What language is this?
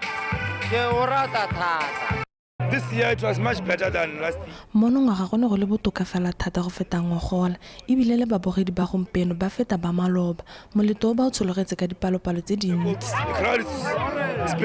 Tswana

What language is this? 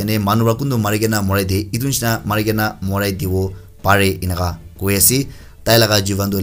Naga Pidgin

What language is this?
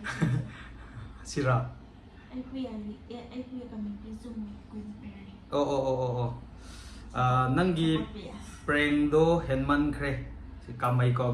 Manipuri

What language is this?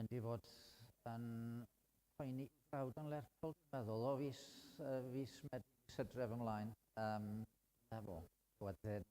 Welsh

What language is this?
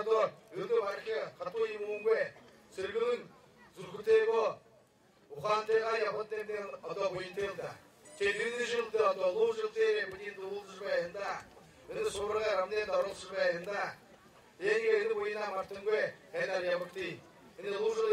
Buriat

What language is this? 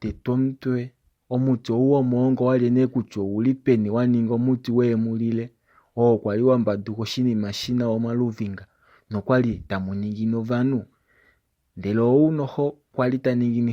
Kuanyama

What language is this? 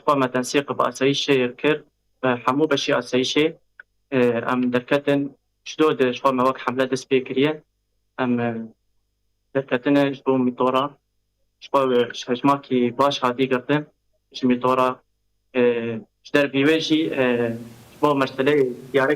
Kurdish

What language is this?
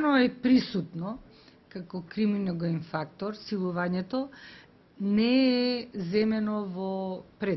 Macedonian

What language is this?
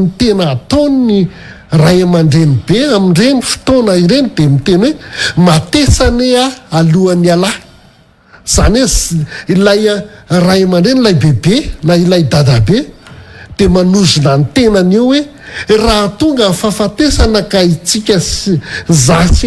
Malagasy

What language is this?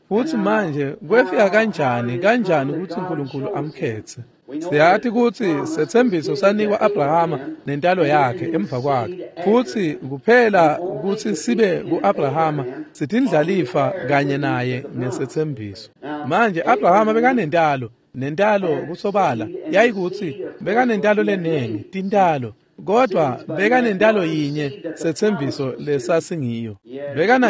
Swati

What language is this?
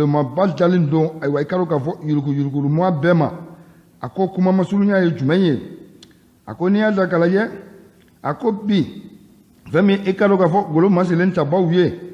Bambara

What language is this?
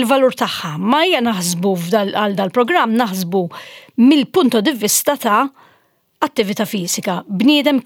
Maltese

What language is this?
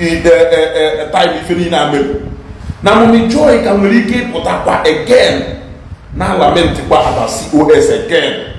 Igbo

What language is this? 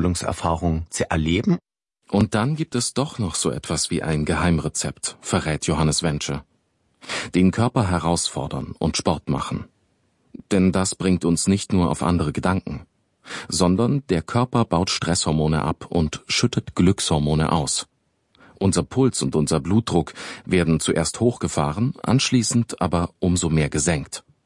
German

